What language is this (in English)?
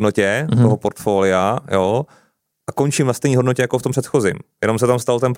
Czech